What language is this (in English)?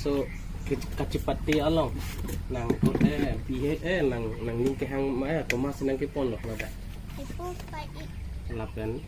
Karbi